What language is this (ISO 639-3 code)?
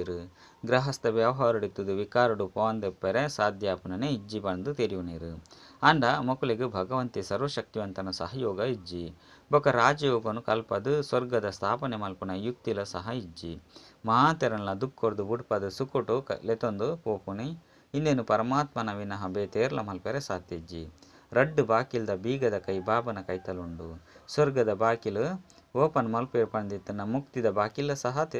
tcy